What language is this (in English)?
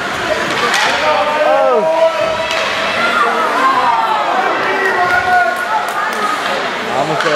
English